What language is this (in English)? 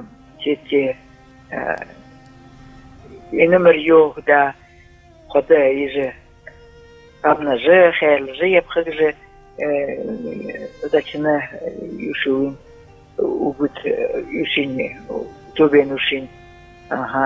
Buriat